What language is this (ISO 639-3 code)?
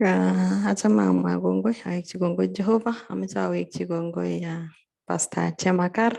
kln